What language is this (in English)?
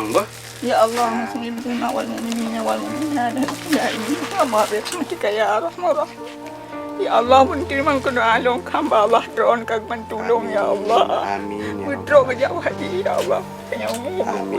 Achinese